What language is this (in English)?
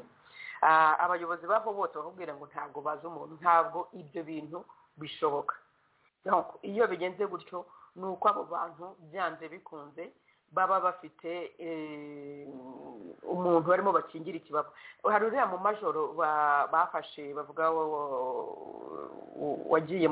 Kinyarwanda